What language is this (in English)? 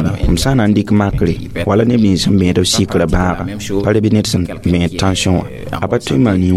Mossi